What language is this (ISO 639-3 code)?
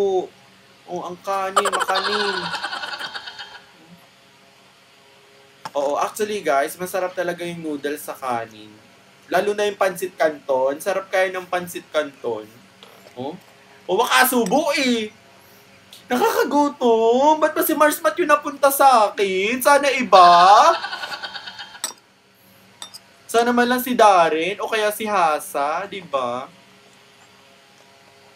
fil